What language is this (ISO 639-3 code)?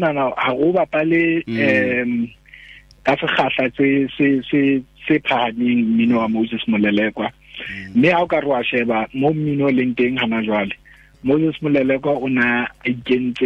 tsn